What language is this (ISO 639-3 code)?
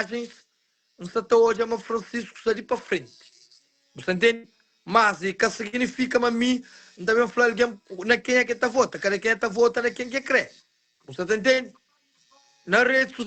kea